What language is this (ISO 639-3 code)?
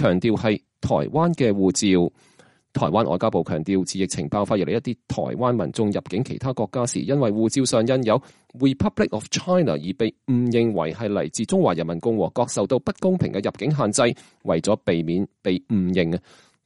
yue